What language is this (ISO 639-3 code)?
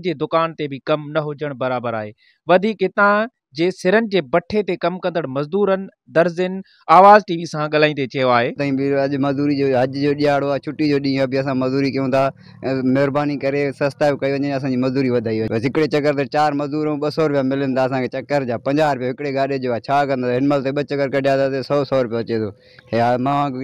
snd